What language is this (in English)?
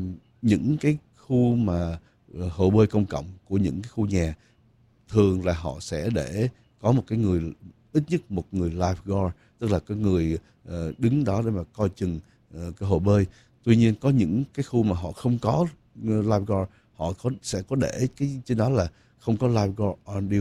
Vietnamese